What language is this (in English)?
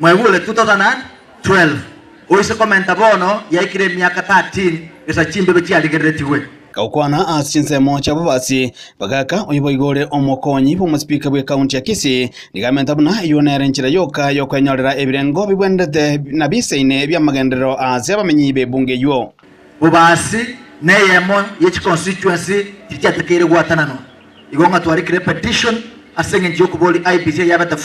Gusii